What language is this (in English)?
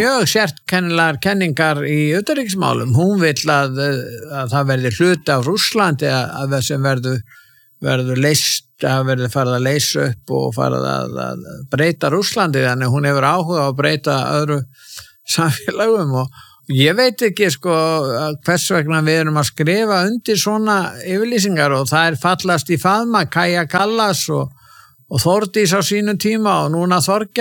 Icelandic